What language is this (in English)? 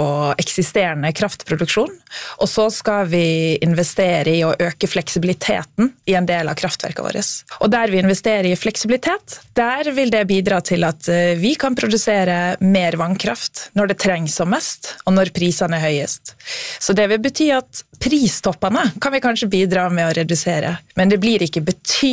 Norwegian